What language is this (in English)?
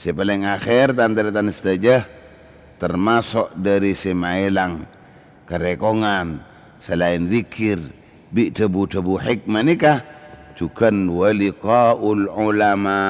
Madurese